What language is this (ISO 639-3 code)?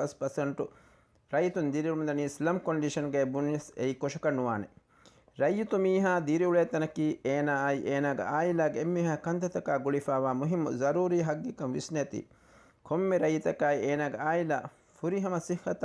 div